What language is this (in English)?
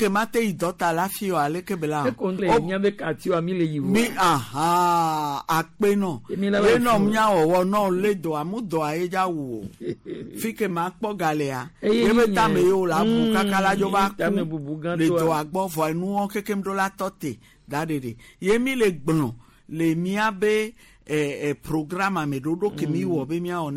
Gen